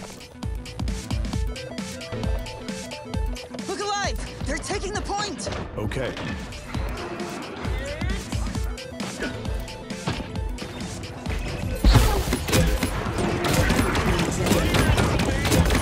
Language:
English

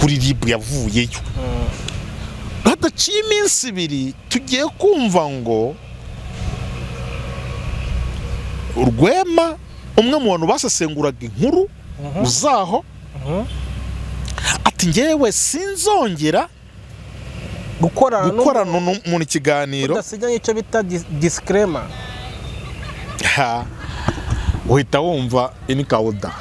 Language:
Kinyarwanda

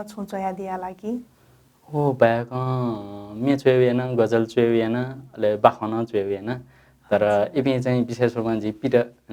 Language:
Newari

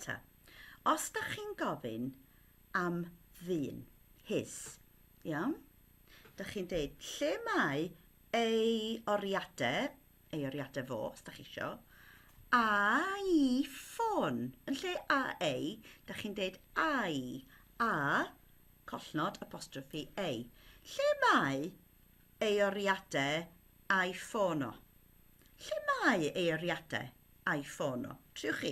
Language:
Welsh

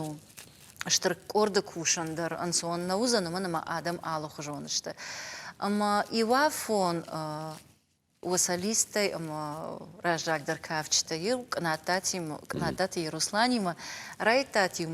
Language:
Ossetic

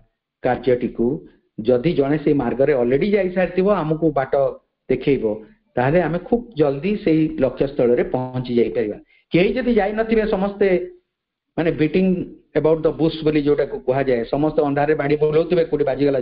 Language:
Odia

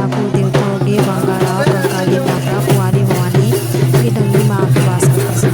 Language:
Chhattisgarhi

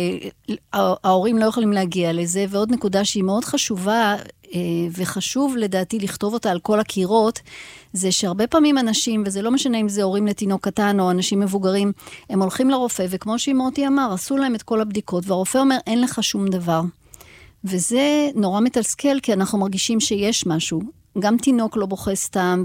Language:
Hebrew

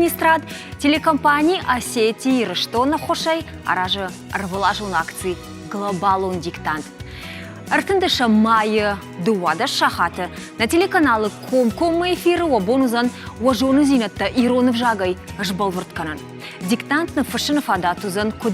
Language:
Ossetic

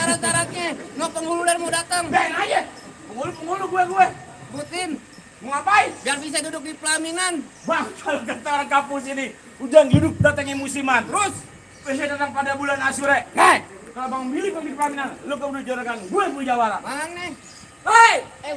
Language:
Betawi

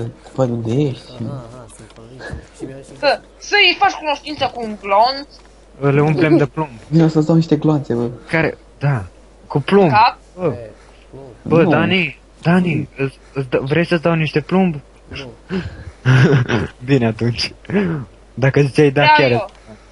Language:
Romanian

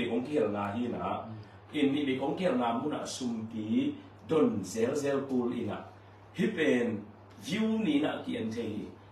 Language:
Tedim Chin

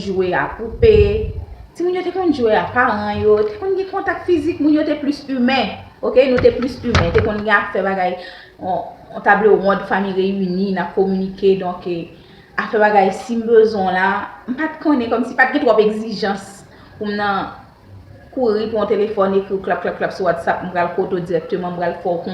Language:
Haitian Creole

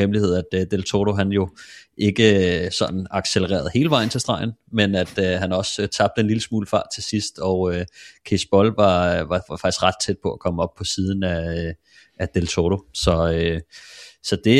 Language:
Danish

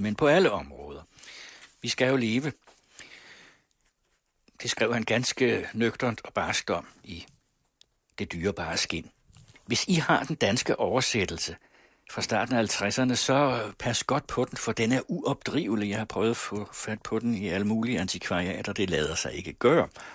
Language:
Danish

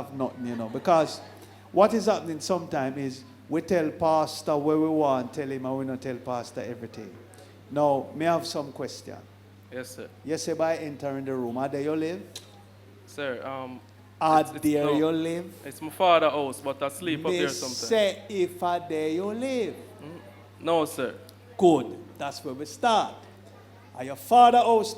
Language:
Jamaican Creole English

